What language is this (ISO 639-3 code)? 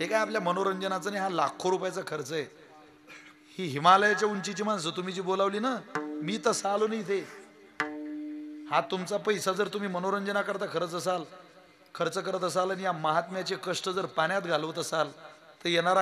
mar